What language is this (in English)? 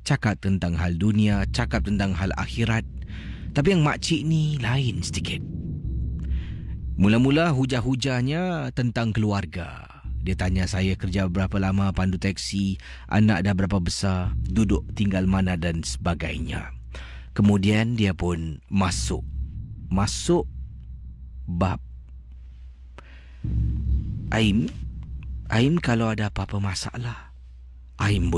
Malay